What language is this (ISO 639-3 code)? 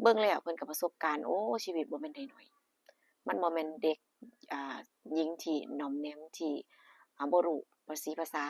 tts